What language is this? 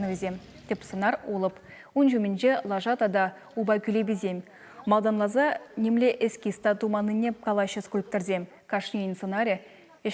Chuvash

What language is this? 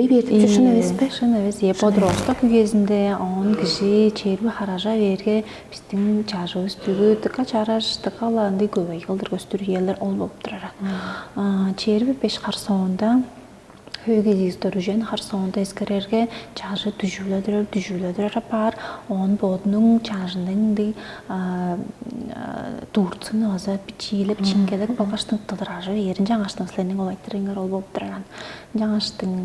Tuvinian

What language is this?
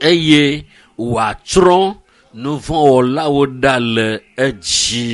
Ewe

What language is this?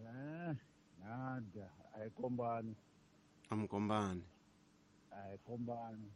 Tsonga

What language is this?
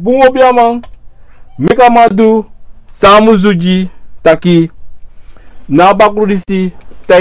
Sranan Tongo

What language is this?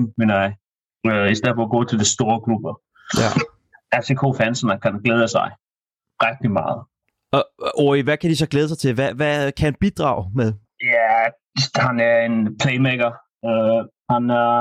Danish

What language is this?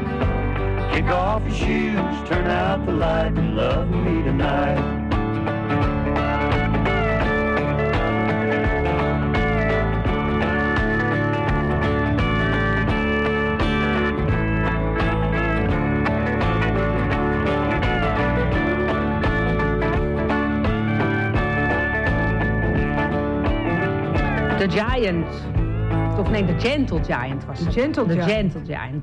Dutch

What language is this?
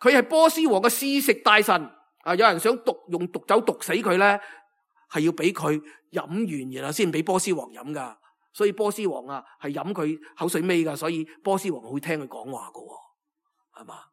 Cantonese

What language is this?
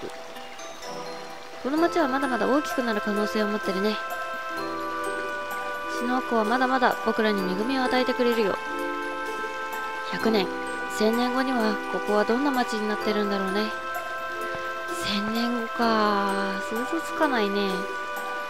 Japanese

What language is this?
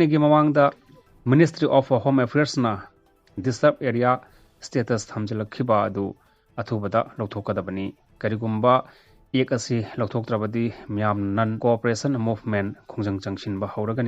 Manipuri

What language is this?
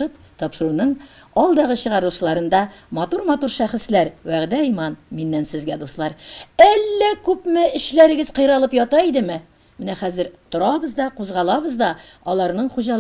Tatar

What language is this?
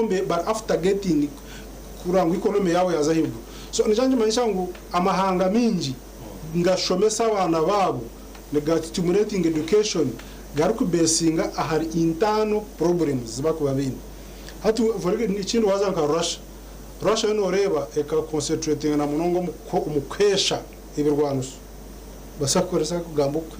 Nyankole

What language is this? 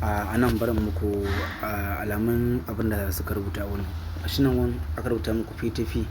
Hausa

